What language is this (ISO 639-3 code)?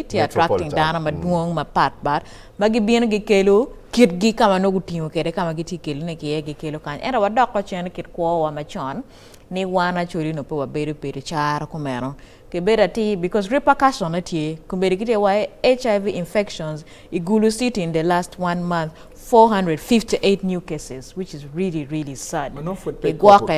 ach